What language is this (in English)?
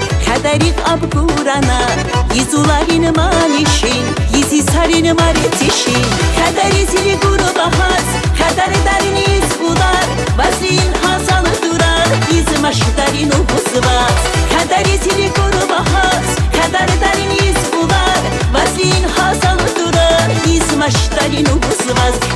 Tabassaran